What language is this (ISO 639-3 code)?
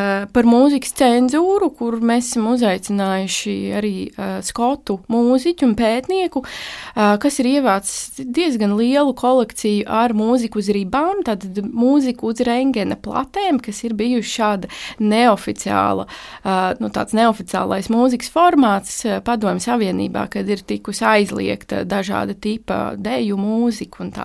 lav